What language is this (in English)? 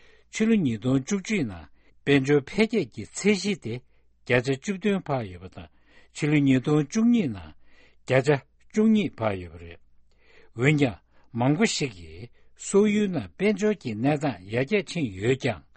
Tibetan